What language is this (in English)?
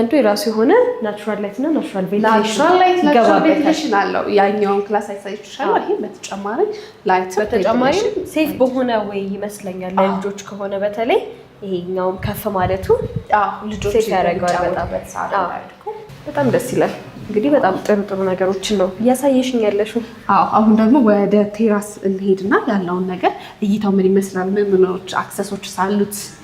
Amharic